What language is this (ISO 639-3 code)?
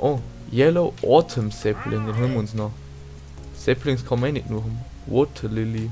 bar